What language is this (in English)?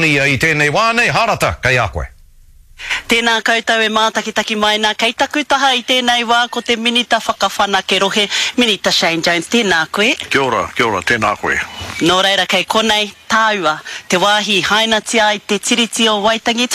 Māori